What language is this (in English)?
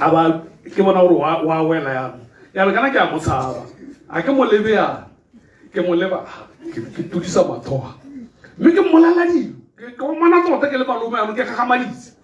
Tswana